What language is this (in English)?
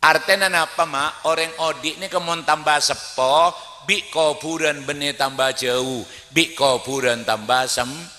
Madurese